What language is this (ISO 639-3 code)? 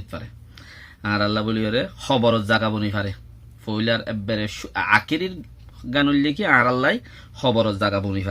rhg